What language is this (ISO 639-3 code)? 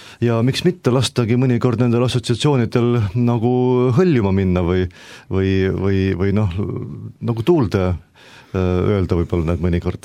est